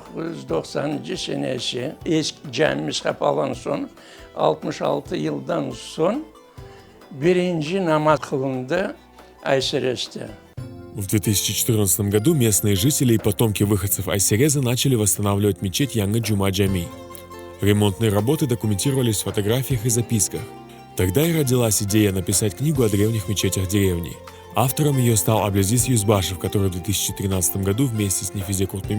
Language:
Crimean Tatar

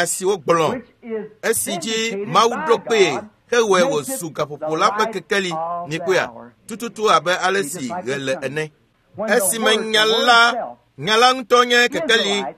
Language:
Ewe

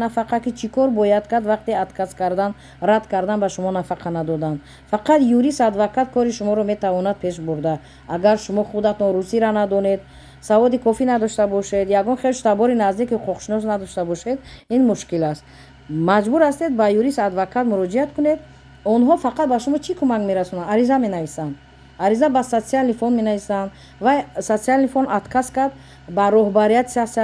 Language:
Tajik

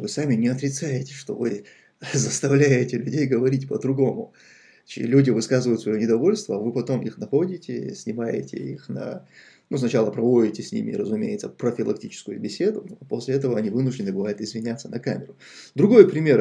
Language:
Russian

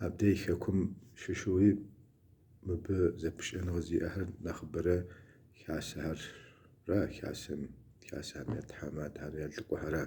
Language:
Kabardian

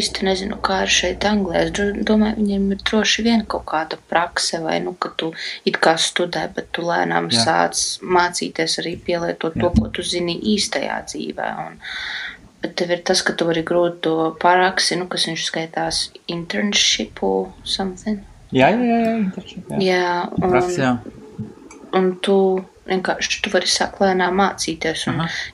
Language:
Latvian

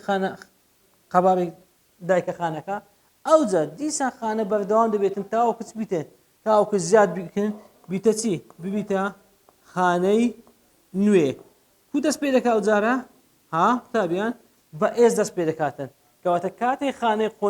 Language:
Central Kurdish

